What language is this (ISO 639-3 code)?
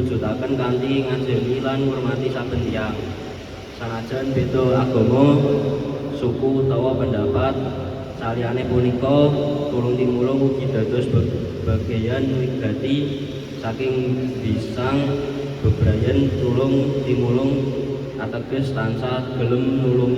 jav